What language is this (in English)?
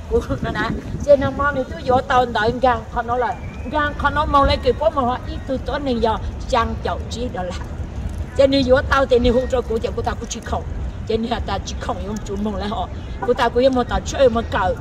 Hmong